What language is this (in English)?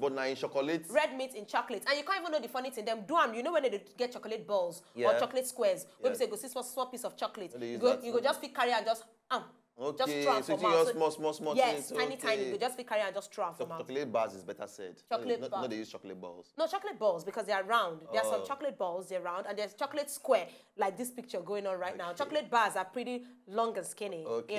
Nigerian Pidgin